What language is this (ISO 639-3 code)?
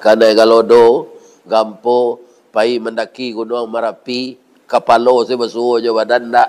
min